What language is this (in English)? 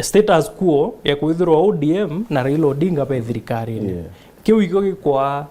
Meru